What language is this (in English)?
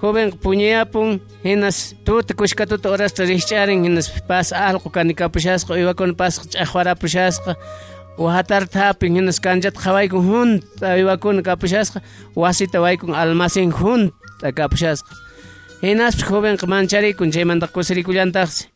South Bolivian Quechua